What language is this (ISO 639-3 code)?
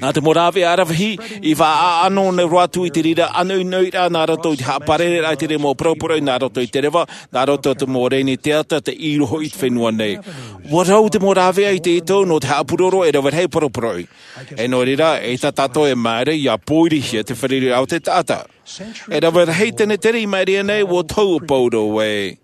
tah